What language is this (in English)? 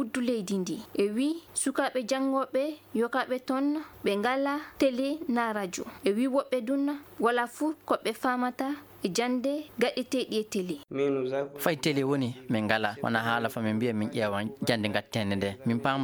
Fula